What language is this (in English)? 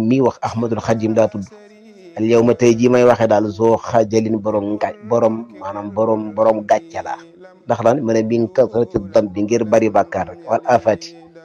Wolof